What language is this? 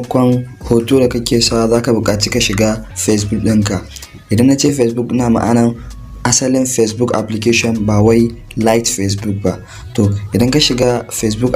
Hausa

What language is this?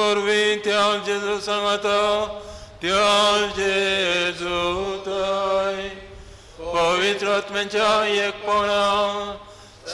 Konkani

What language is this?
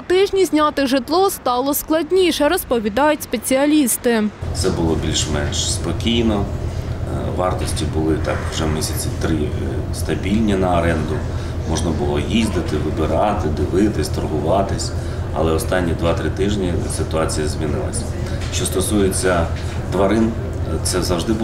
Ukrainian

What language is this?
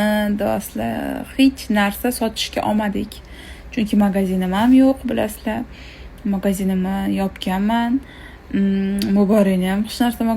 Uzbek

